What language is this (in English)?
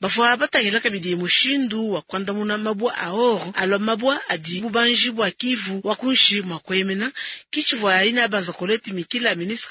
Luba-Lulua